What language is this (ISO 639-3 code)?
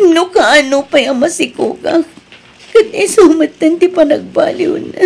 ilo